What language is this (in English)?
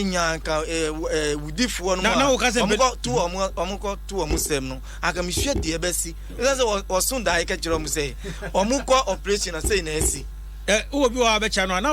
Akan